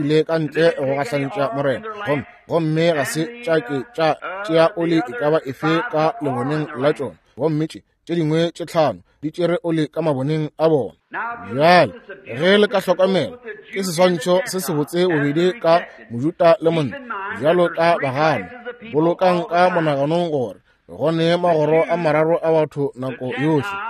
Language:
Northern Sotho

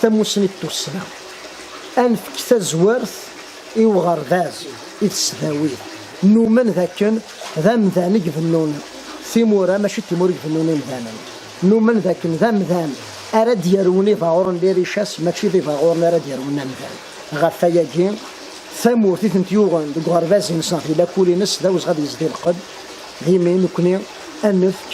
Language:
Kabyle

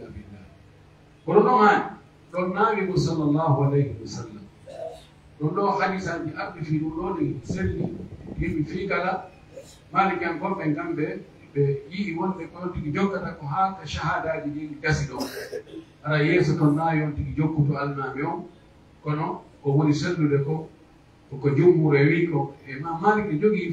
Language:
Pular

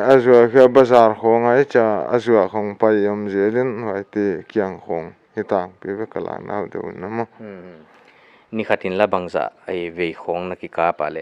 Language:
Paite Chin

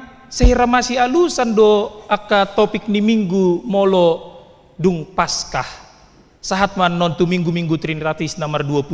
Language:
Batak Toba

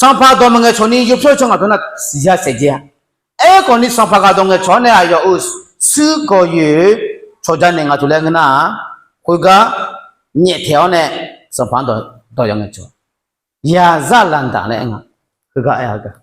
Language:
Akha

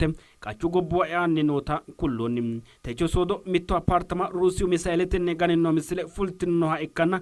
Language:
Sidamo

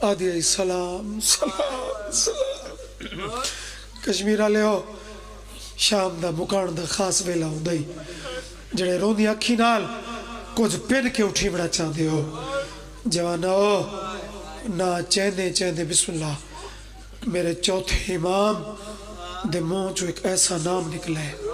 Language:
Pahari-Potwari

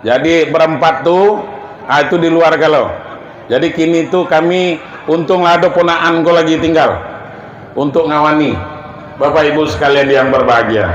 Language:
Minangkabau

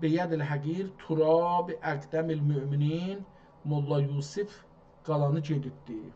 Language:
South Azerbaijani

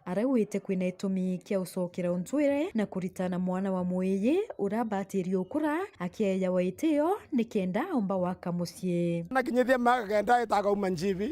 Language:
Meru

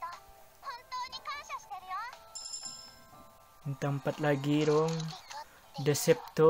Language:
Indonesian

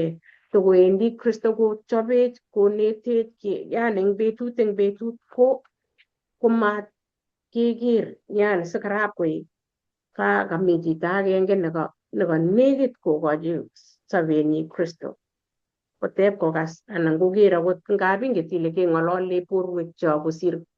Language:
Kalenjin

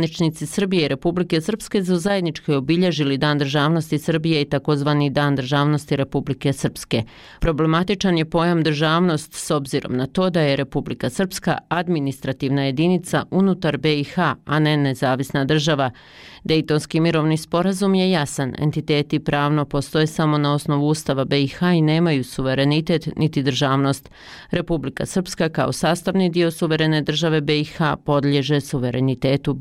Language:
Bosnian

